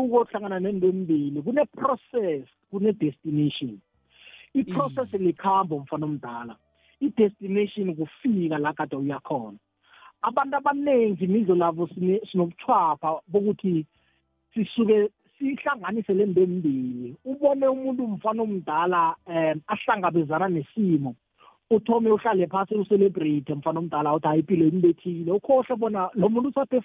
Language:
South Ndebele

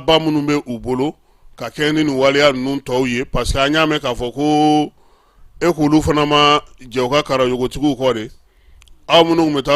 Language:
Bambara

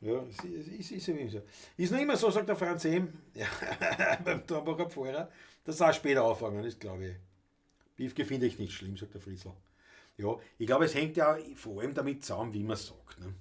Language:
Bavarian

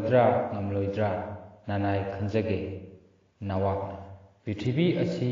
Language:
Manipuri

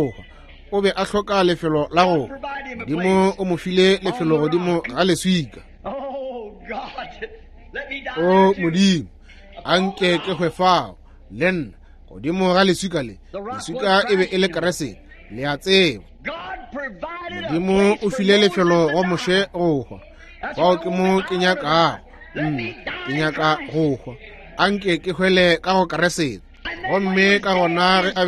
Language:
Northern Sotho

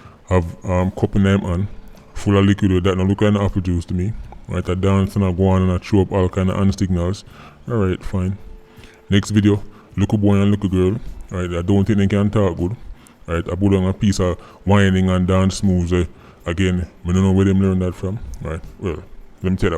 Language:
Jamaican Creole English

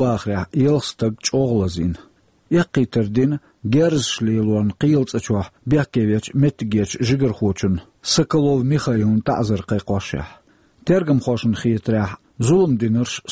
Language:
Chechen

